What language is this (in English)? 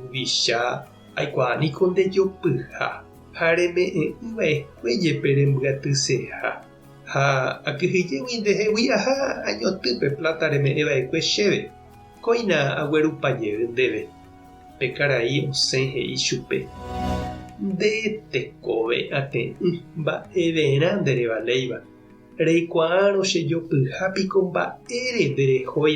Guarani